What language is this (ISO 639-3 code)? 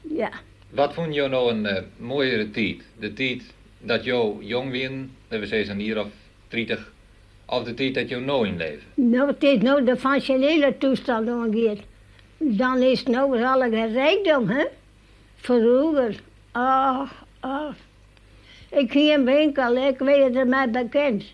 fry